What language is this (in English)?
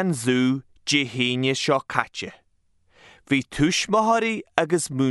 Irish